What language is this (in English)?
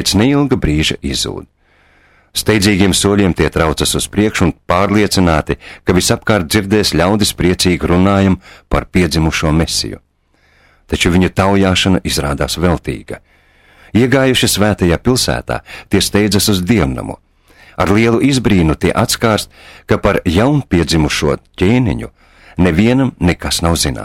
Latvian